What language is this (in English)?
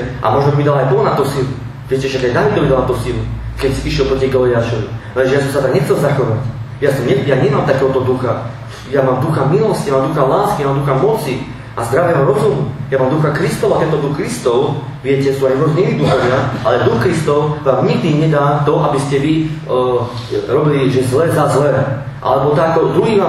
Slovak